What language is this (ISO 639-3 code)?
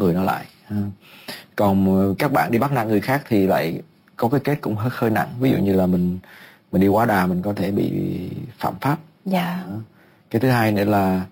vie